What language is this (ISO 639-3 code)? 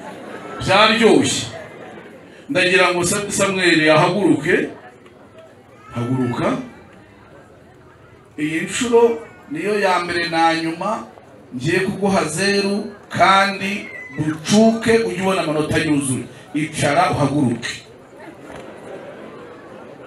kin